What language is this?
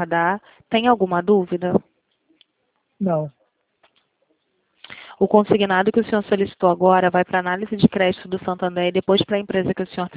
Portuguese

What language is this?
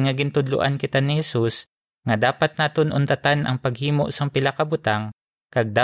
Hiligaynon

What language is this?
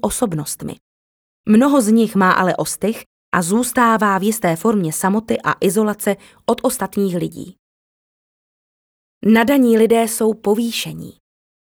Czech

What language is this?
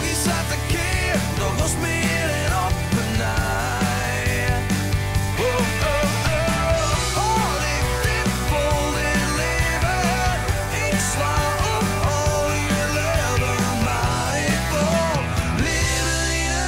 Western Frisian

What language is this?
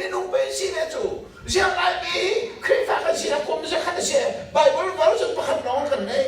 Hakha Chin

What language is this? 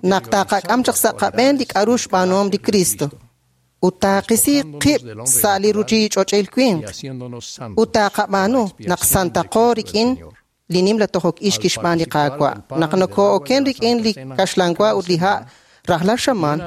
Kekchí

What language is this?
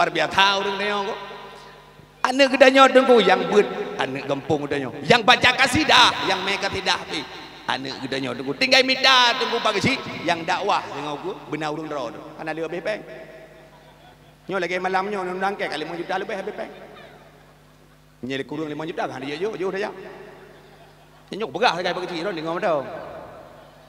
Achinese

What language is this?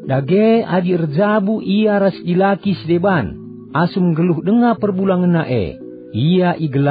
Batak Karo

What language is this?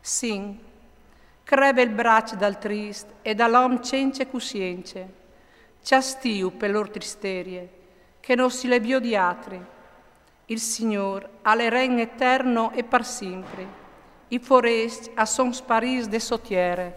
Friulian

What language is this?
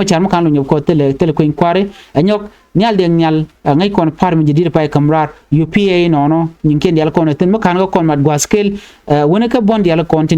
Nuer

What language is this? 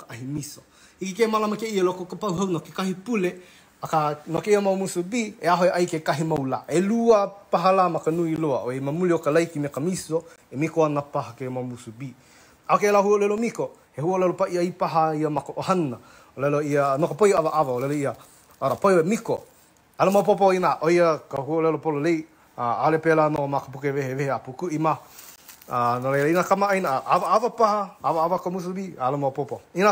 Hawaiian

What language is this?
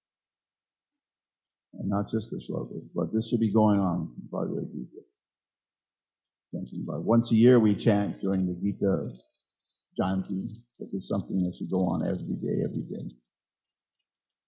English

